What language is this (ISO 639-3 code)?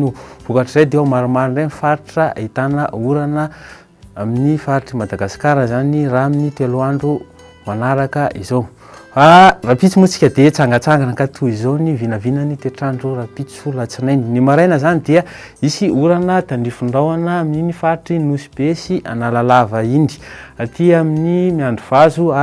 mlg